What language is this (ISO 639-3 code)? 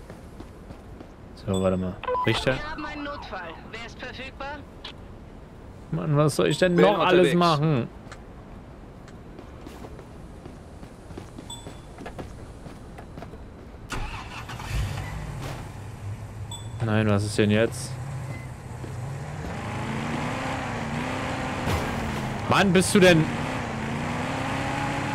deu